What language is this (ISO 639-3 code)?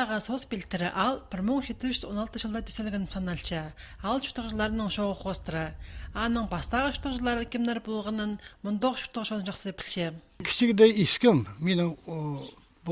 kjh